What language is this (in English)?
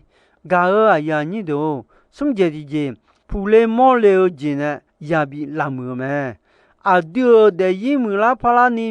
Akha